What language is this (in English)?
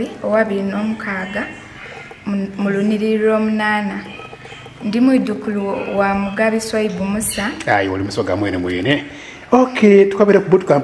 Soga